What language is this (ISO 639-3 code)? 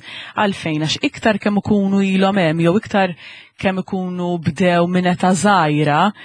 mlt